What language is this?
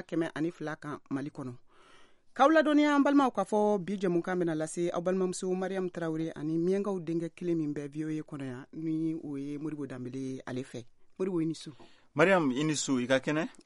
Bambara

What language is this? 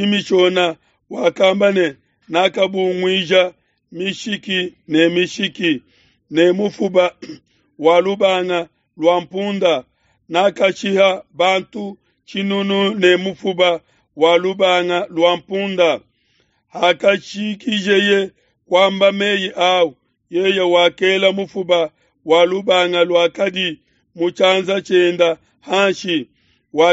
Luba-Lulua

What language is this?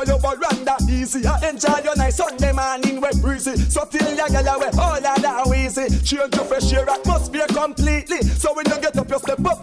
Jamaican Creole English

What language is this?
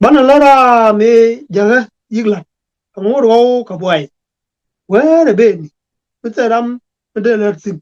Nuer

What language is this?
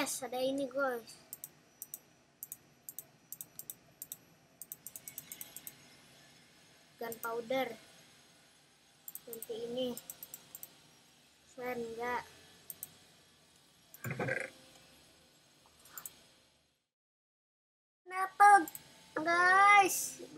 Indonesian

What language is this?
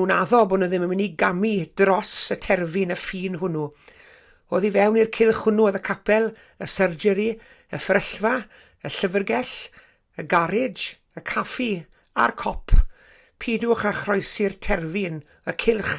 Welsh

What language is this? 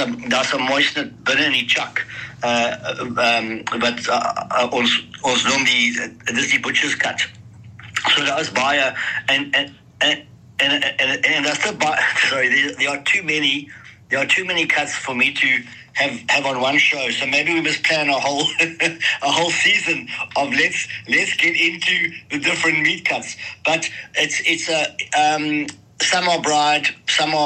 Afrikaans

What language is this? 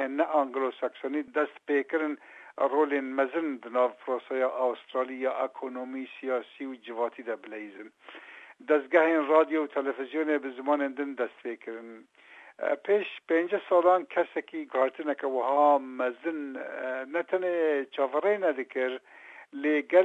Kurdish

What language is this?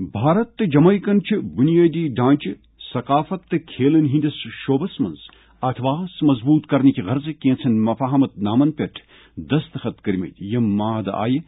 Kashmiri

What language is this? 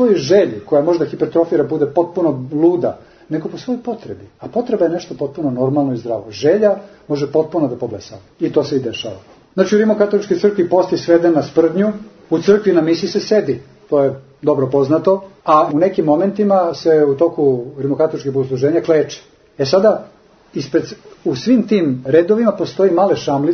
Serbian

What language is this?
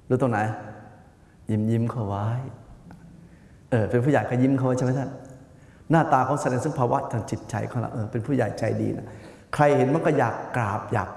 Thai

